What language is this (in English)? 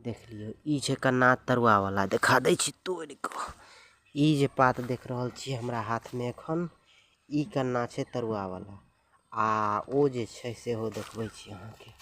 Maithili